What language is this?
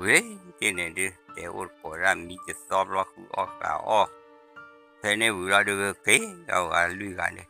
S'gaw Karen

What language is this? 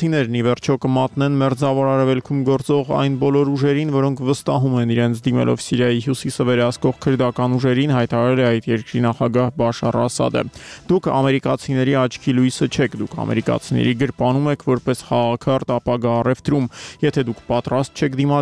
Armenian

